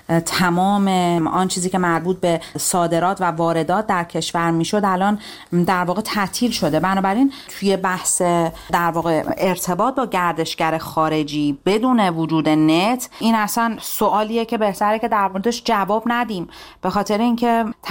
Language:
Persian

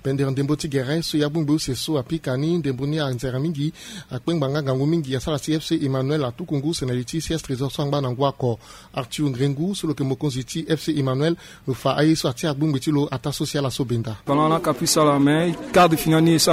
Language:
Sango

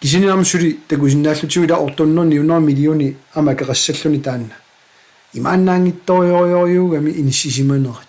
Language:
Kalaallisut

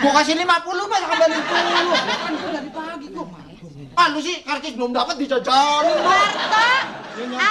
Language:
Betawi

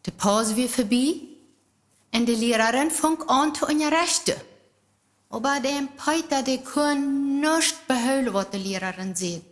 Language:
Plautdietsch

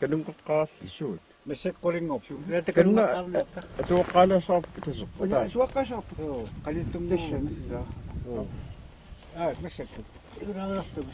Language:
Kalaallisut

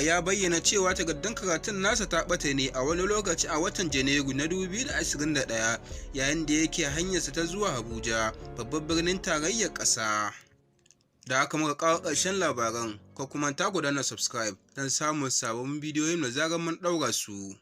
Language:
Hausa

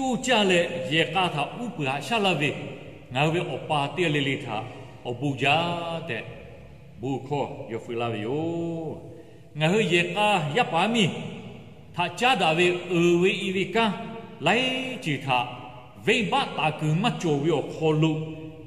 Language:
Lahu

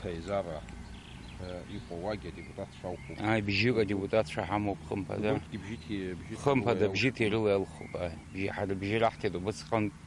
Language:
Abkhazian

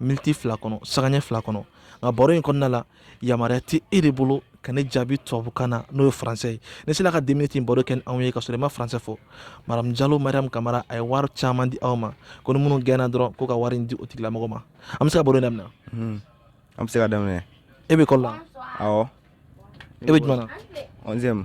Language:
Bambara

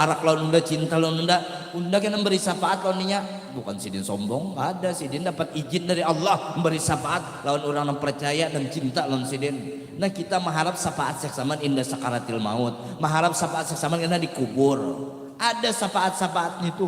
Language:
Banjar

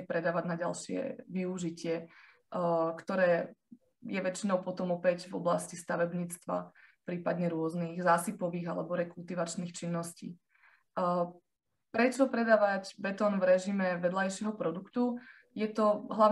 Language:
Slovak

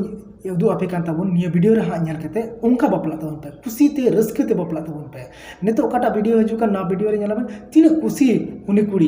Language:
Santali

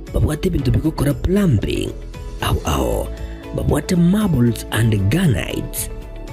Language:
Gusii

